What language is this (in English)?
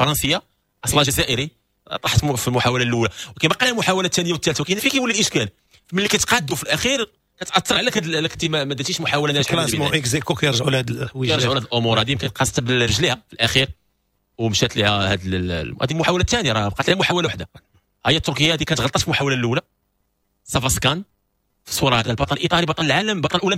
Moroccan Arabic